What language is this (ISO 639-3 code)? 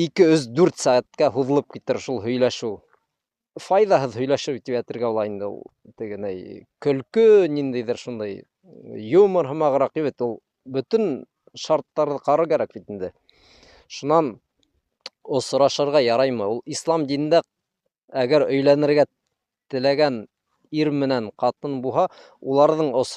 bak